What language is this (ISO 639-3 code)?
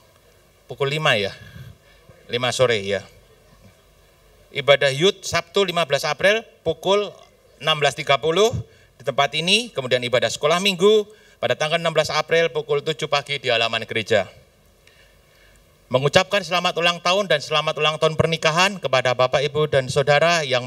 ind